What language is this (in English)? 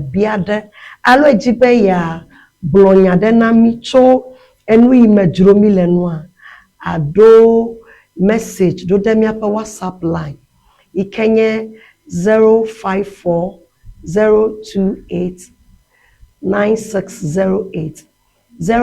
Ewe